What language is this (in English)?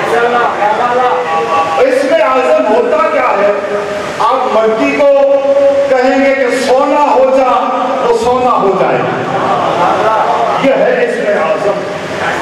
Urdu